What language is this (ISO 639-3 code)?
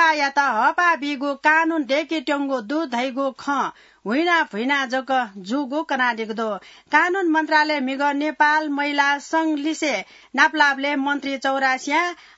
new